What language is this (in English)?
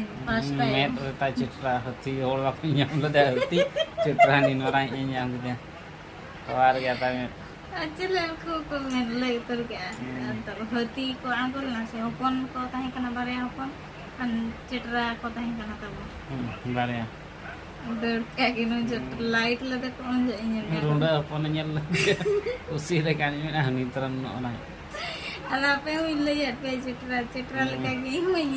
Santali